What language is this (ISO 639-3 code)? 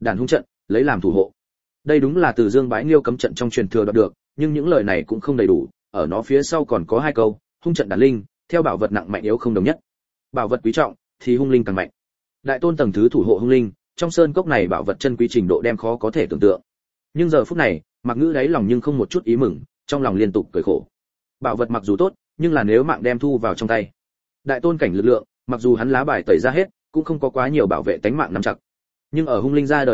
vie